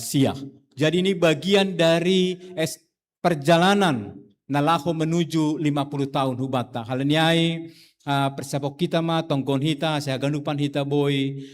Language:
Batak Simalungun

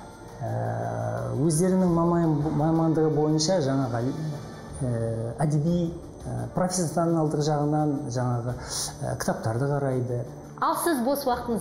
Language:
Kazakh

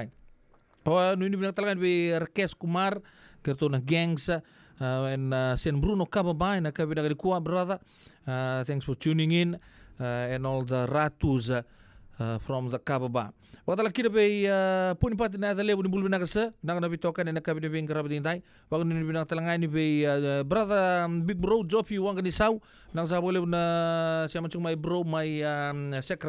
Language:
Fijian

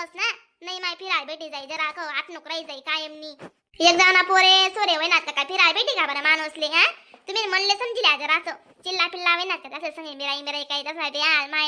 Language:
Khandesi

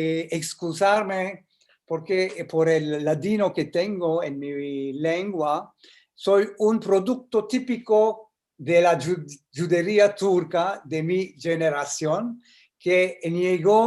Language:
Ladino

